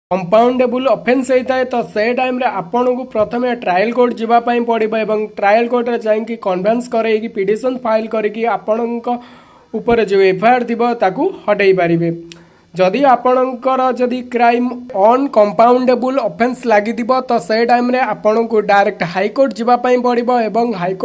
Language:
Odia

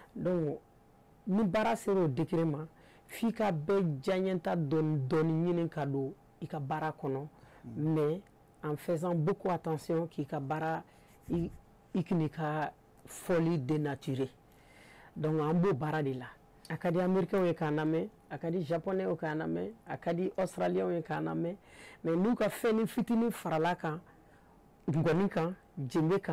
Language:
Bambara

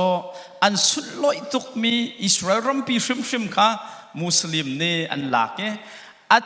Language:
Hakha Chin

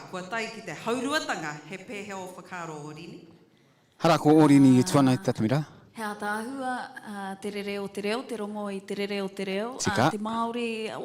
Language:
Māori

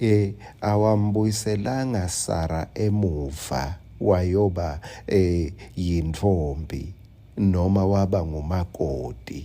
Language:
Swati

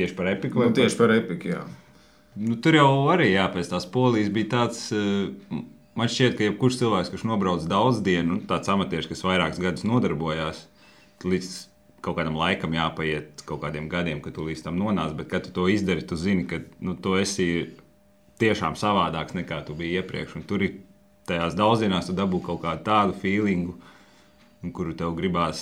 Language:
Latvian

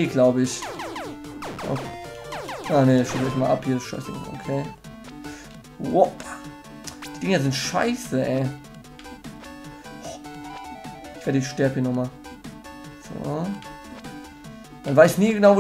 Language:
German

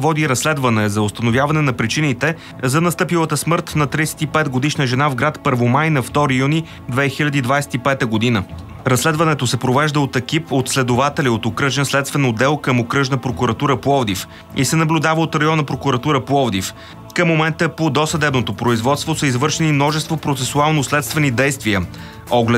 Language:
Bulgarian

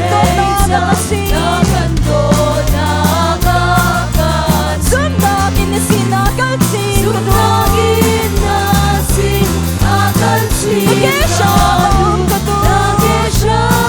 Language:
Hakha Chin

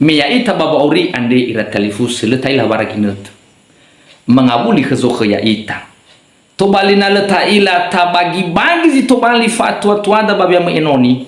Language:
Nias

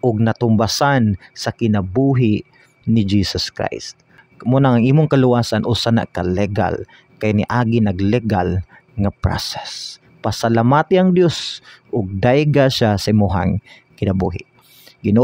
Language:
Cebuano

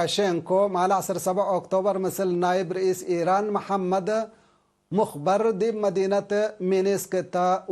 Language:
Tigre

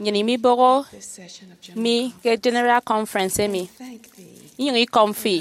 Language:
Efik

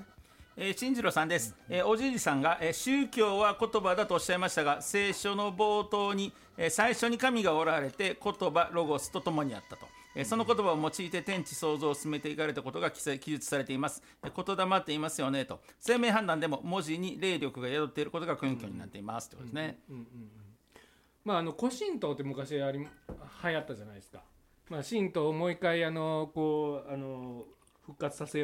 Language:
Japanese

